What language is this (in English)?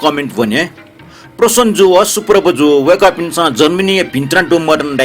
Newari